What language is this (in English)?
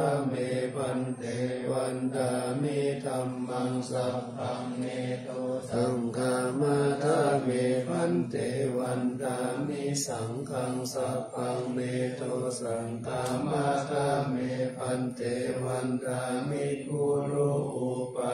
Pali